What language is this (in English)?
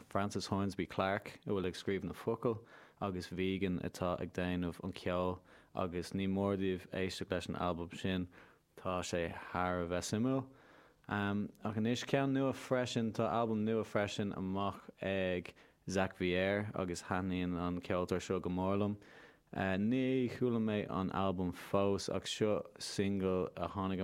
Irish